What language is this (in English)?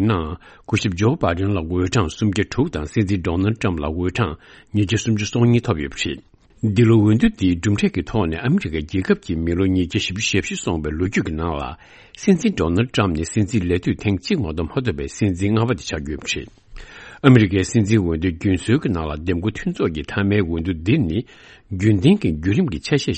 Tibetan